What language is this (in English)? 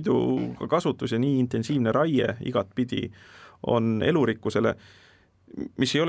Estonian